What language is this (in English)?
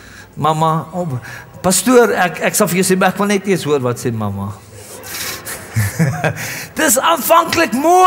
Afrikaans